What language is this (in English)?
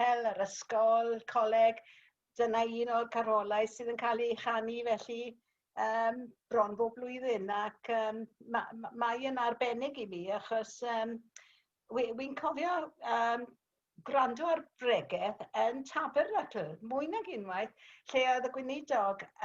Welsh